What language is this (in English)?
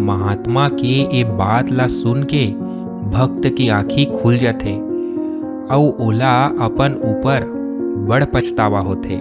Chhattisgarhi